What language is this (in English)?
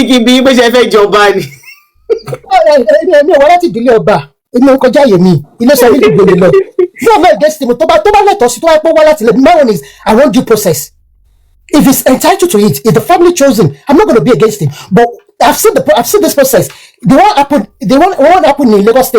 Yoruba